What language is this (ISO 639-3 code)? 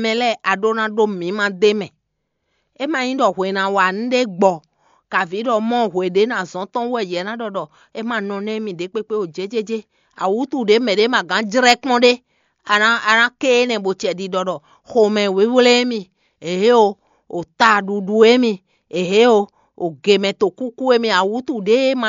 fon